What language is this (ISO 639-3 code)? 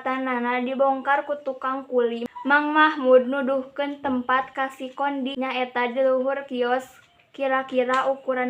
sun